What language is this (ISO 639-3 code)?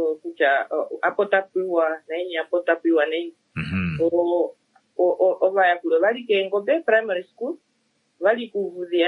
kua